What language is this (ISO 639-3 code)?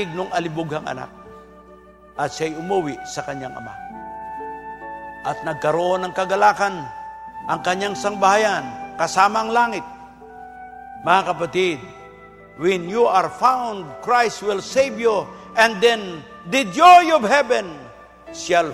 fil